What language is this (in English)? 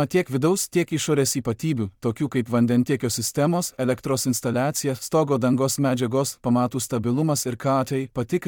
Lithuanian